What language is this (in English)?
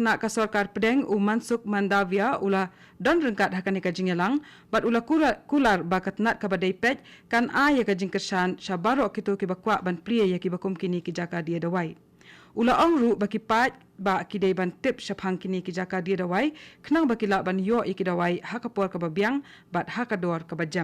Khasi